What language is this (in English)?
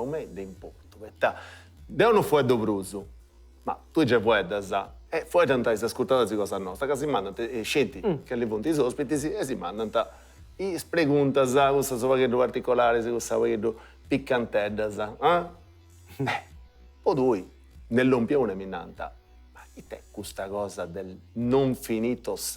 Sardinian